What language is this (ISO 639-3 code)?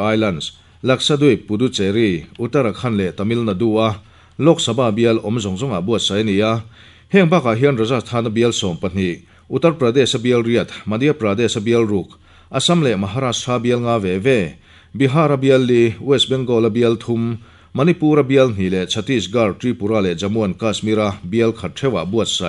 lus